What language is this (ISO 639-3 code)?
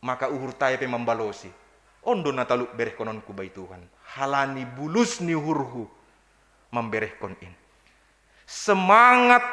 bts